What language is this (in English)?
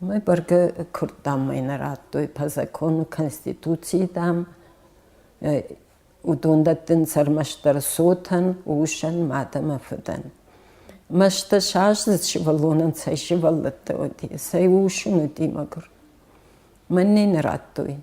Ossetic